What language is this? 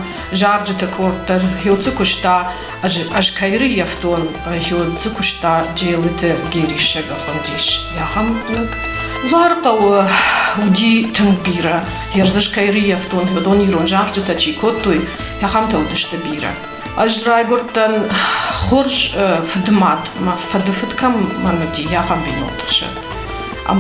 Ossetic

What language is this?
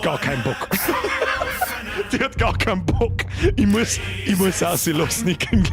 Bavarian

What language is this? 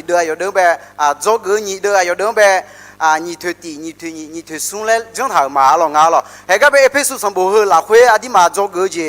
Akha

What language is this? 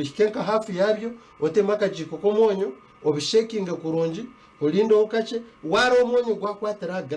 Nyankole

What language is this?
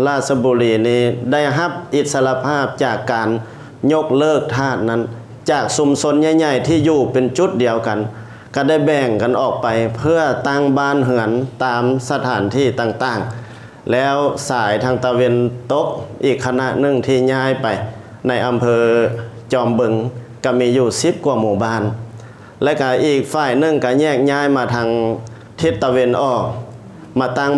Lao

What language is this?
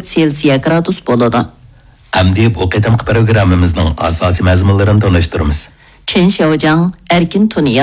Uyghur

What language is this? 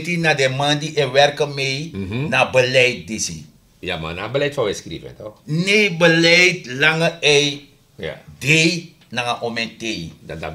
Sranan Tongo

